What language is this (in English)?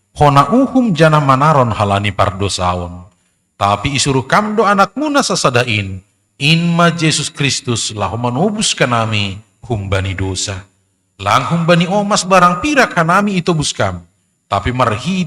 Batak Simalungun